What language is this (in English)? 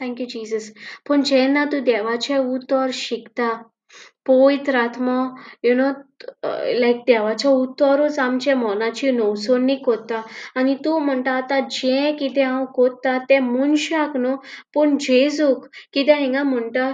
Konkani